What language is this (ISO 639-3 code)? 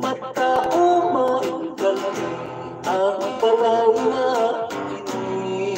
hil